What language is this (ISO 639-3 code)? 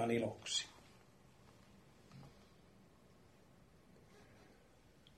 fin